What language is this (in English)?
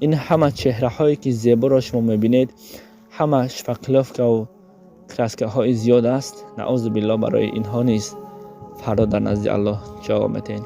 Tajik